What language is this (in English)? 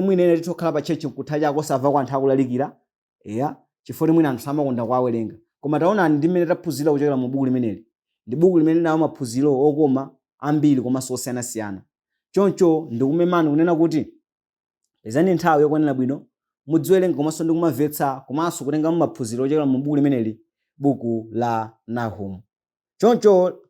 Nyanja